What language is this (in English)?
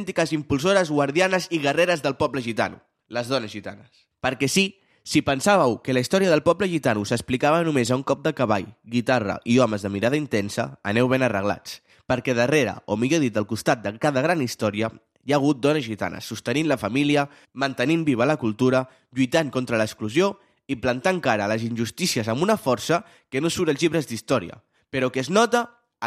Catalan